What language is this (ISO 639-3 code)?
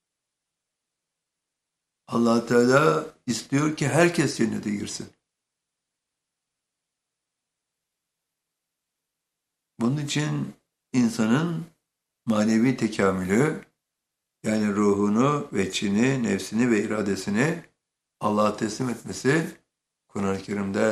tur